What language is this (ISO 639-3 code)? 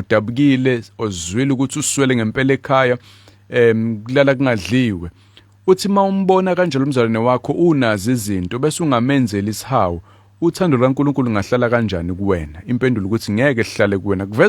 zul